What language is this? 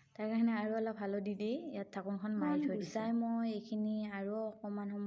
Assamese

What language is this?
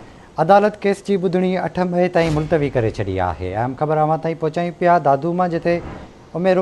Sindhi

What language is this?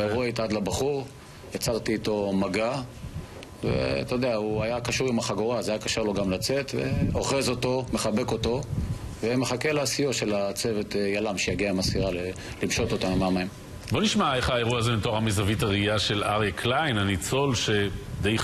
Hebrew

